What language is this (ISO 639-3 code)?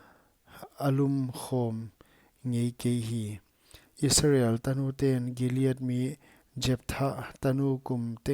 pck